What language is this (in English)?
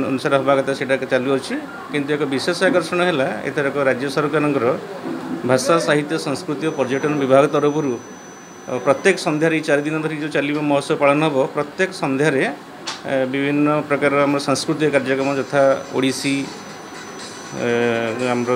Odia